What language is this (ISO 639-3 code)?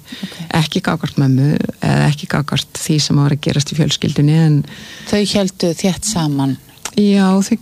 isl